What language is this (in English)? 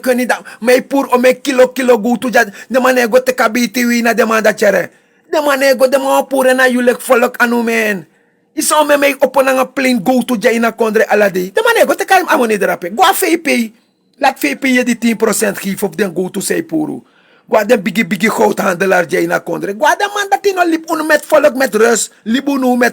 Sranan Tongo